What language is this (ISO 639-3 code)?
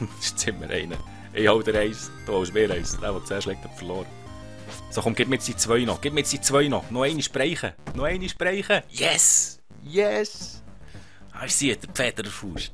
gsw